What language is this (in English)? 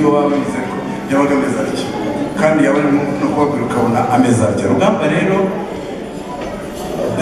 Kinyarwanda